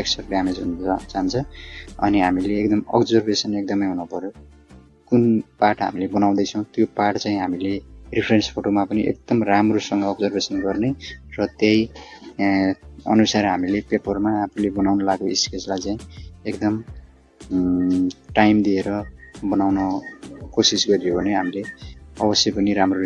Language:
Nepali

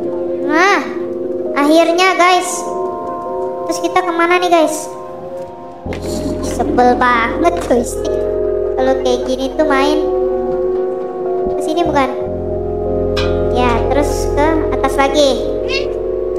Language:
Indonesian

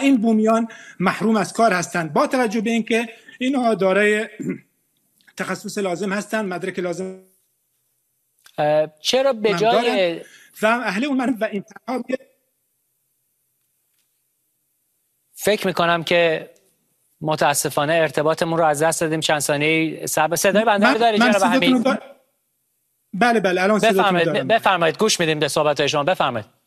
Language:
Persian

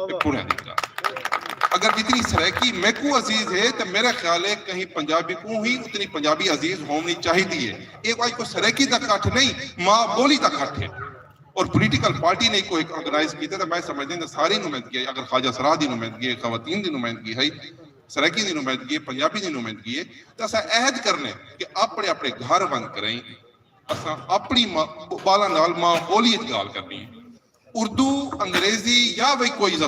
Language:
Saraiki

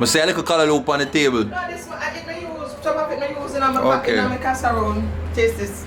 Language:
Jamaican Creole English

